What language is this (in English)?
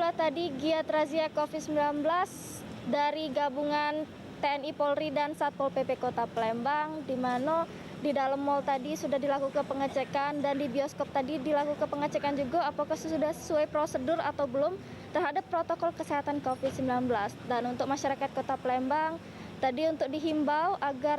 Musi